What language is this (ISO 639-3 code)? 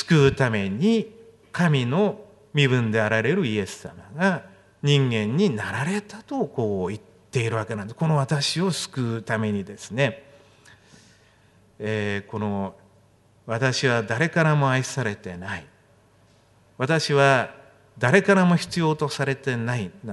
jpn